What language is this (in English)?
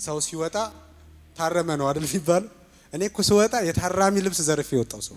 Amharic